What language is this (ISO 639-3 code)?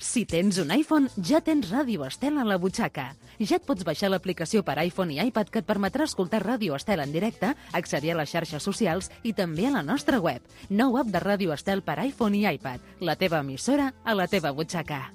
cat